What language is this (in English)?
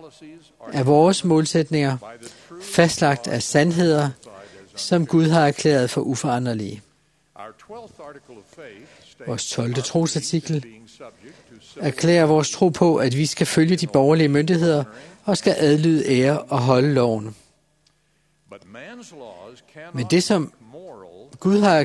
Danish